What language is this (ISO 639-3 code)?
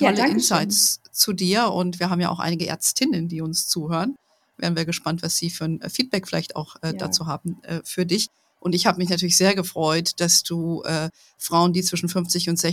deu